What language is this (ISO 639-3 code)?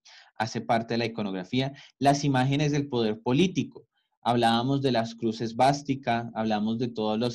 spa